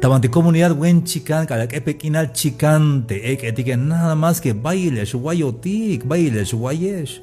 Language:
Tzeltal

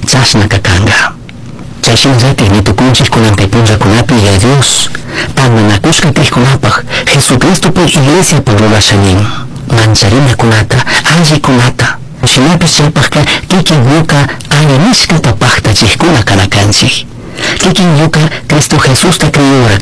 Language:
Chimborazo Highland Quichua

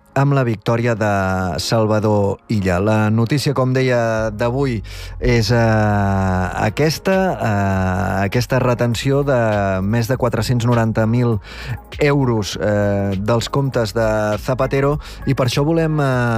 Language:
Catalan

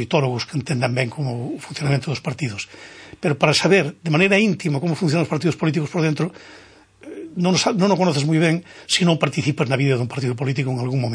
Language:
Galician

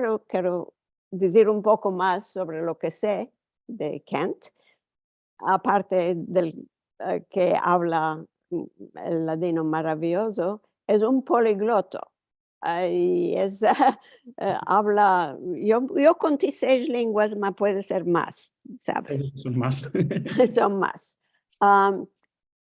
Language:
Ladino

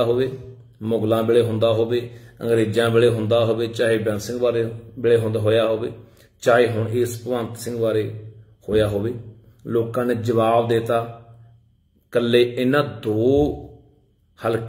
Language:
Punjabi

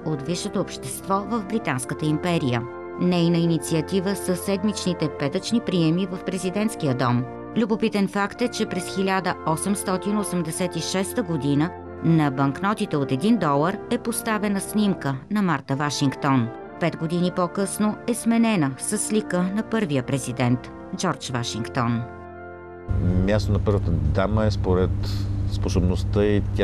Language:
Bulgarian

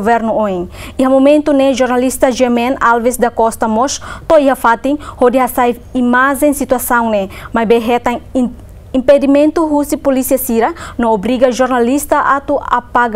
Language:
Tetum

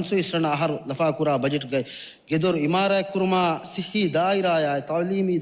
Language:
Divehi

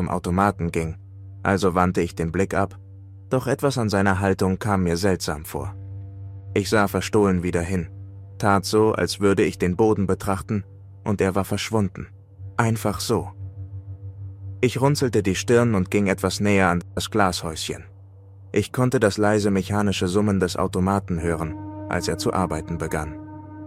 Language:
German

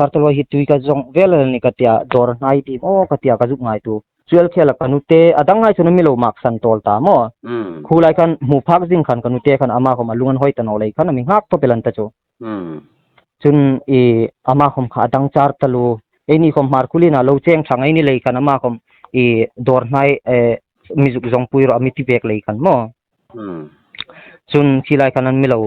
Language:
Hmar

